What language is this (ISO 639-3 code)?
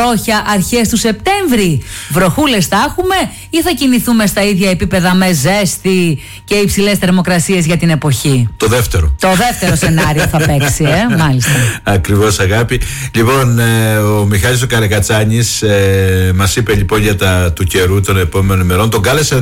ell